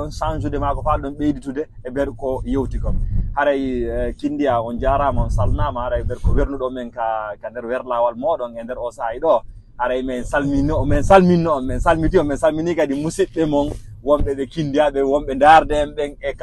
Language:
Fula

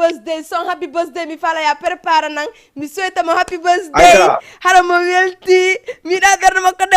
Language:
Fula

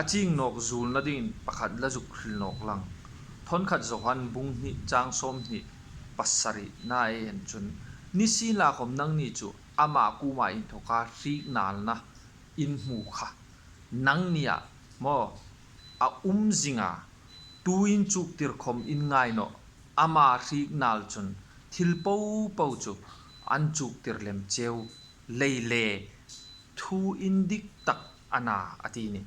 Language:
Hmar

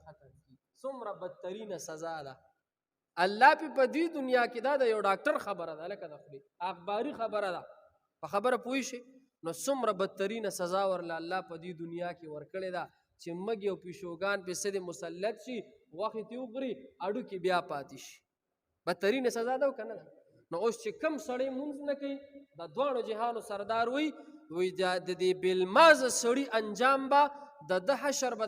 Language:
Pashto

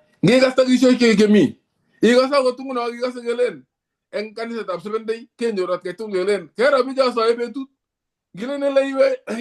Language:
Kalenjin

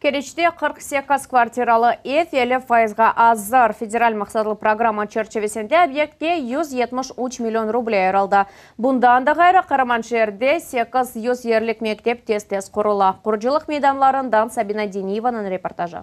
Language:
Crimean Tatar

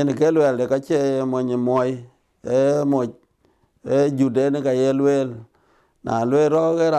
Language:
Dinka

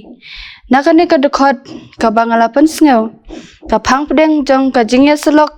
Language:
Khasi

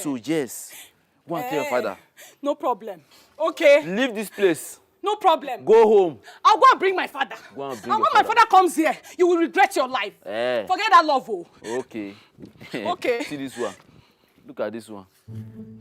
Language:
Nigerian Pidgin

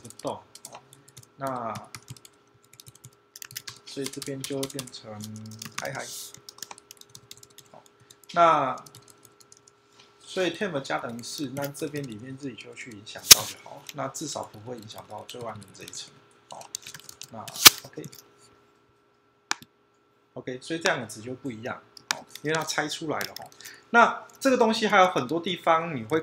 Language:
Chinese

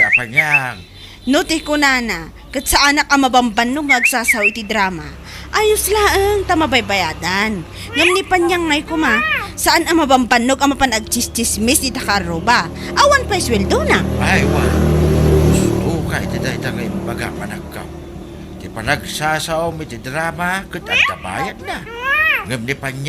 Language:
Iloko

